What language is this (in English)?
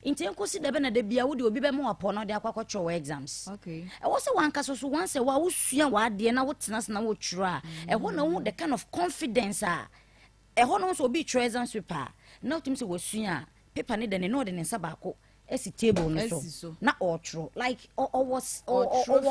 Akan